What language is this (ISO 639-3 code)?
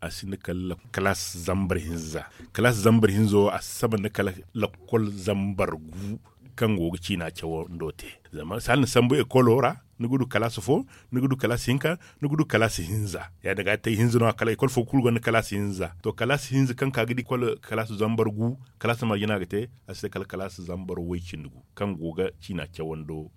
dje